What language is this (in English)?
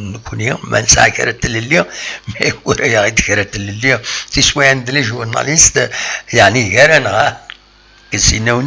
Kabyle